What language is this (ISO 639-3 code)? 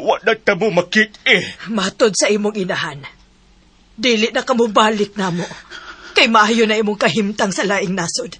ceb